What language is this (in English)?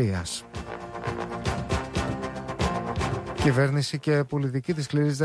Greek